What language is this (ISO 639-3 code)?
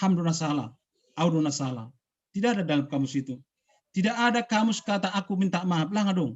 bts